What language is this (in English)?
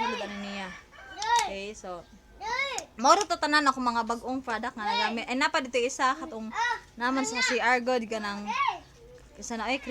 Cebuano